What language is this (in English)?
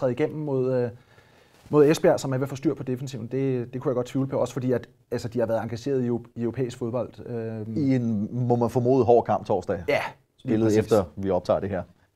Danish